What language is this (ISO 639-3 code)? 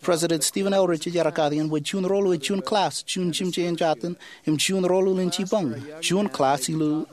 mah